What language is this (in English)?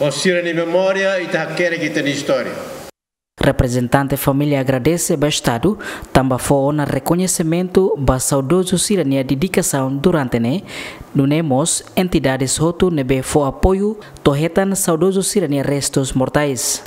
Tetum